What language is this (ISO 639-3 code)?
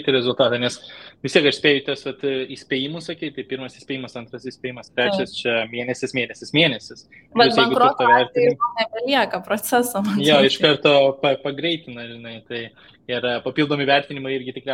lit